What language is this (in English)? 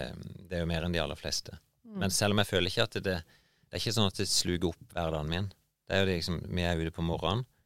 Norwegian